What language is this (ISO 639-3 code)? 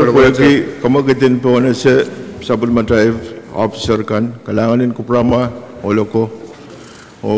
pon